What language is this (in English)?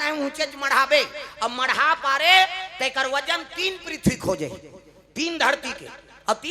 Chhattisgarhi